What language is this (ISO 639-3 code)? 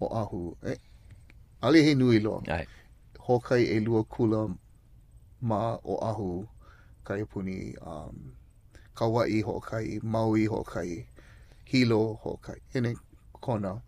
haw